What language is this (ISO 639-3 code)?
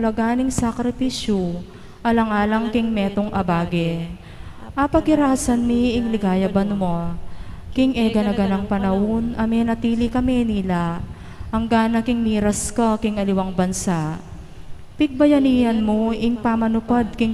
pam